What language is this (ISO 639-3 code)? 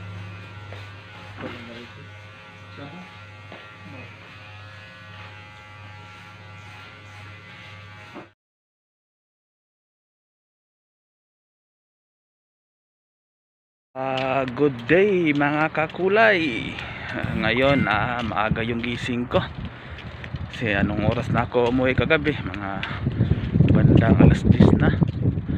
fil